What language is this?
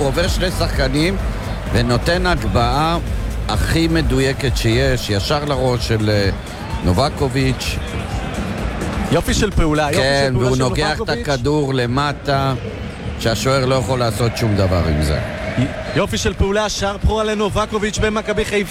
Hebrew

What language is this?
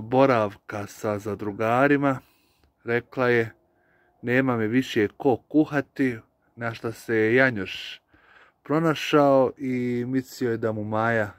Croatian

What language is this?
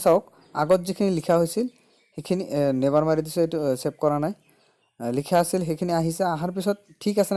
Assamese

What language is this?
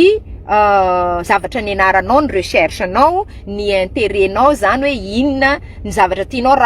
Malagasy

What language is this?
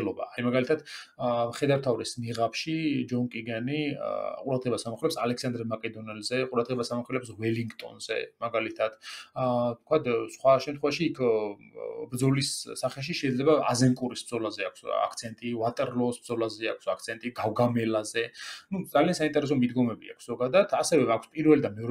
Georgian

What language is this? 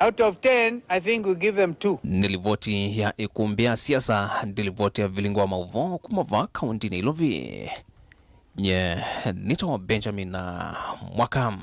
Kamba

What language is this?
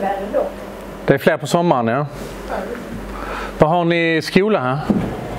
Swedish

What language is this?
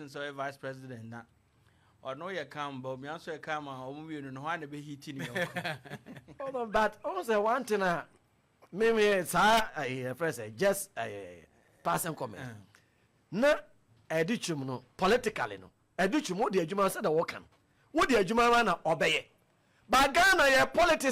Akan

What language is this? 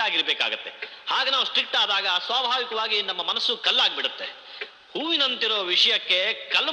Kannada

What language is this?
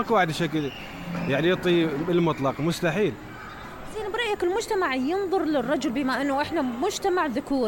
Mesopotamian Arabic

